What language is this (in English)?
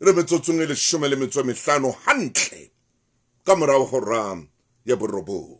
Southern Sotho